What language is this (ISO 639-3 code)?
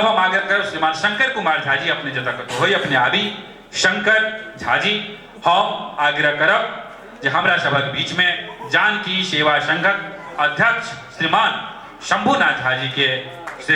mai